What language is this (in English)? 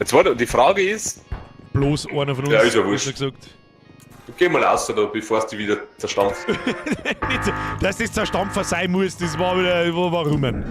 Bavarian